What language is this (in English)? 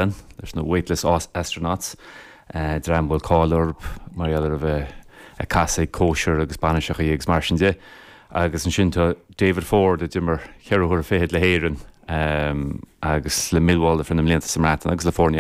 Irish